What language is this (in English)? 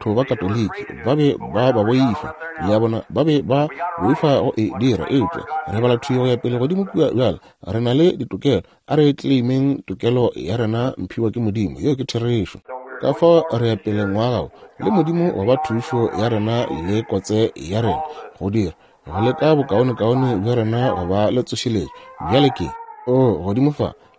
Northern Sotho